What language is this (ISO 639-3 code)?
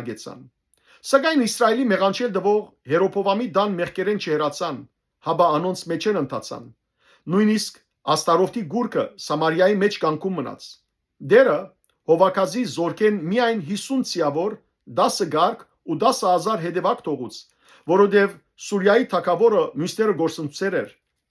hyw